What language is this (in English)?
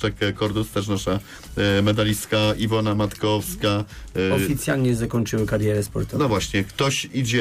Polish